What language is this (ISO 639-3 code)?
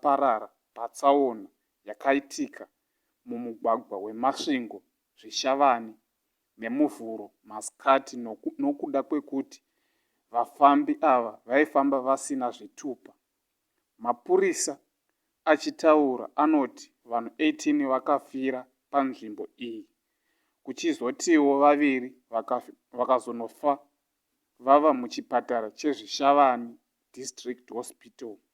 sna